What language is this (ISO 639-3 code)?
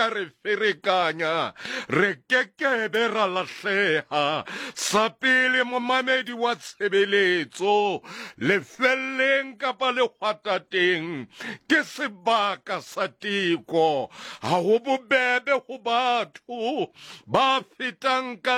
sot